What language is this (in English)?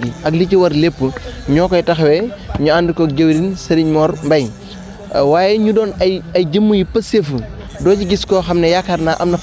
Wolof